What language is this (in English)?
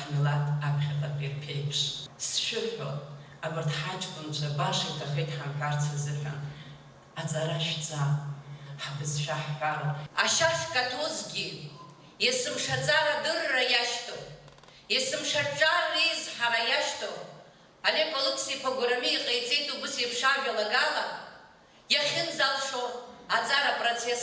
Abkhazian